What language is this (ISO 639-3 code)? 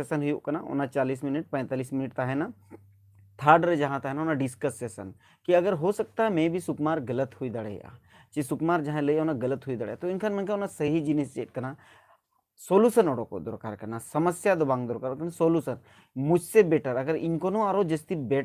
sat